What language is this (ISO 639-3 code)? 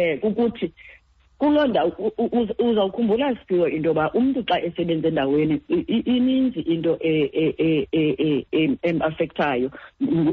xho